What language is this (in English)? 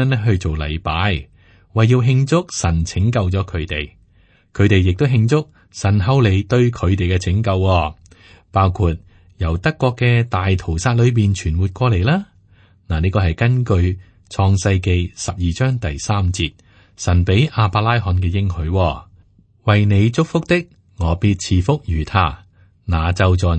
Cantonese